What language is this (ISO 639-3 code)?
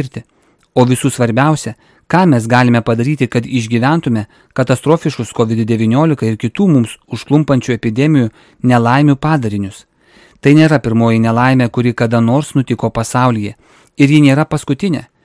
lit